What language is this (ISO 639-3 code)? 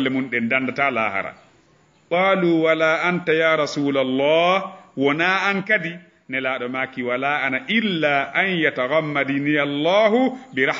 ful